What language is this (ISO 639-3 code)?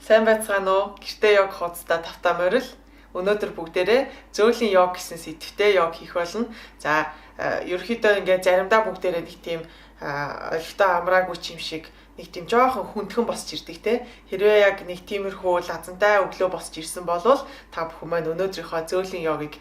mon